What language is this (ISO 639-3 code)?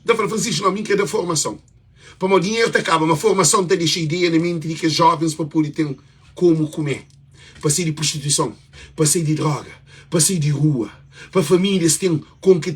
kea